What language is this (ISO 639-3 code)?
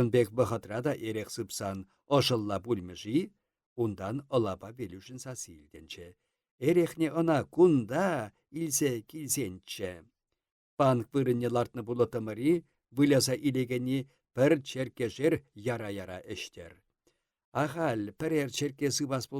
chv